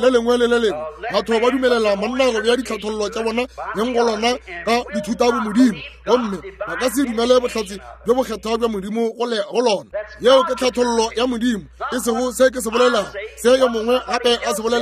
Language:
Northern Sotho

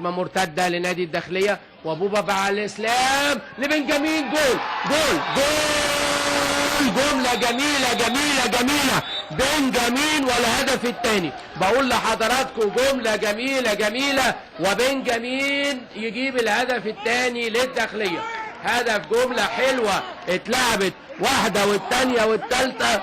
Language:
Egyptian Arabic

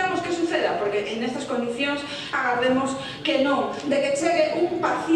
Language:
Galician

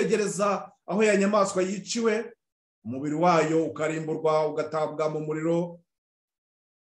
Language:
Kinyarwanda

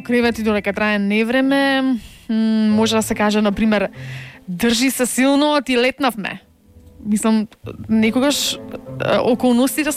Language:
Macedonian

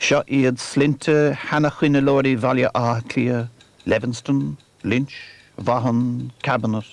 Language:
Irish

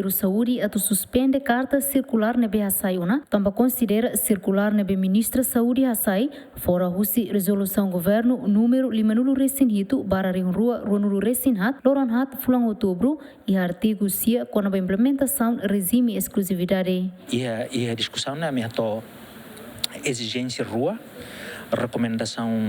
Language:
Tetum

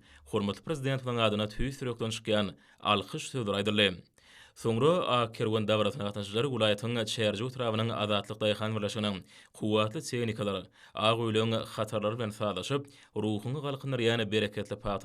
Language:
Turkmen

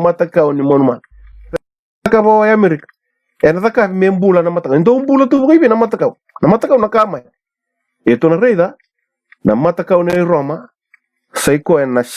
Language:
Fijian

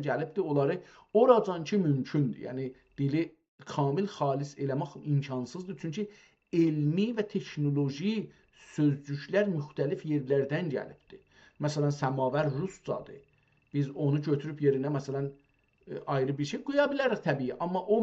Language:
South Azerbaijani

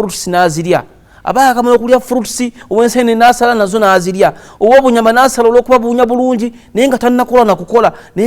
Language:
Ganda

